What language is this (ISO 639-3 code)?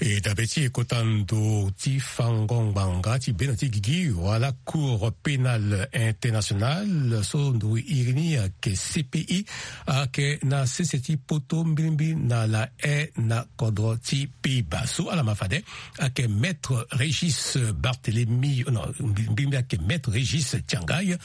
sag